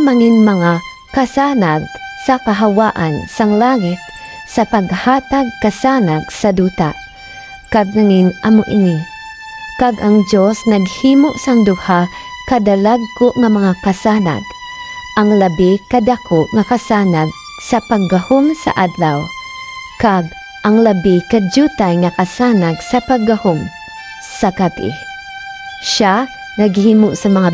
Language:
Hiligaynon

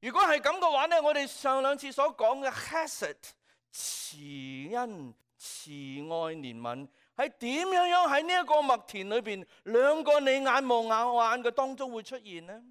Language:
Cantonese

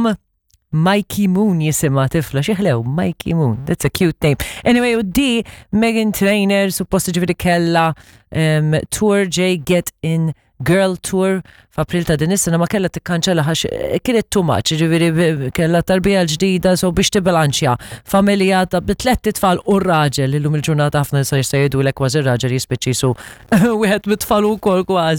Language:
Maltese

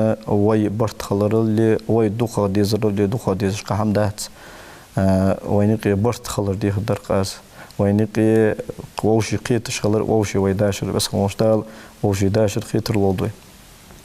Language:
Ingush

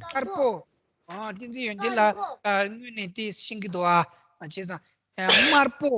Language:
Tibetan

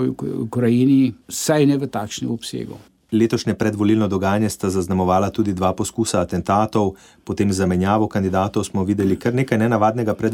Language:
Slovenian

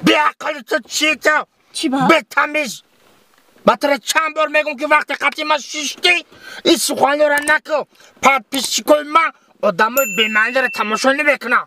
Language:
Tajik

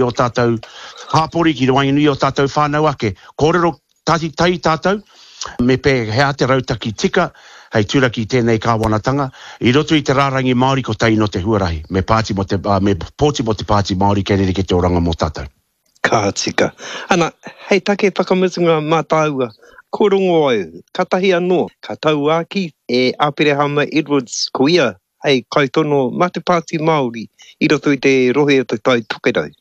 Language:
Māori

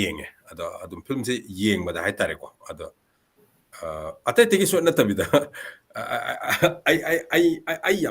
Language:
Manipuri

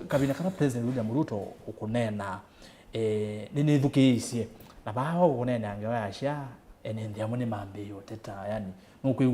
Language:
Kamba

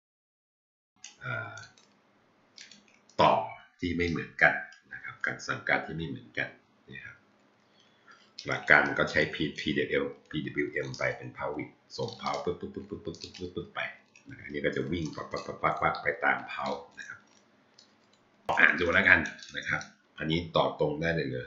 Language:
Thai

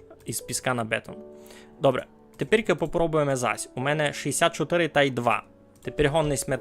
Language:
Rusyn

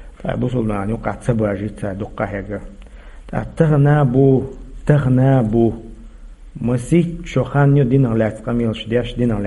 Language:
Chechen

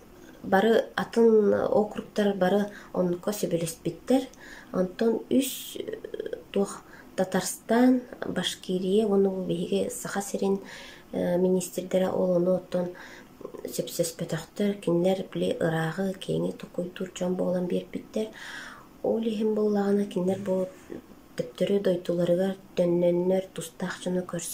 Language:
Yakut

